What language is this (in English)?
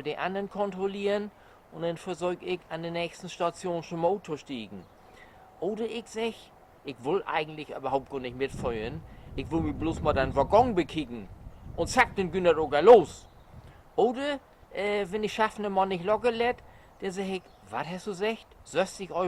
Low German